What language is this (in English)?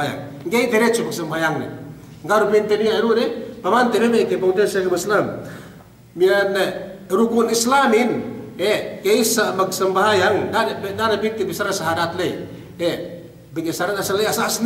Yakan